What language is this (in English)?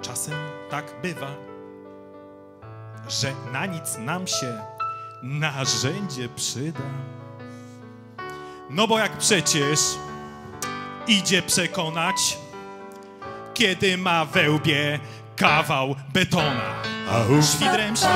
Polish